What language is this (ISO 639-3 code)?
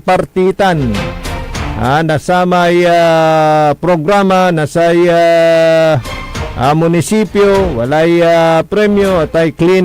pag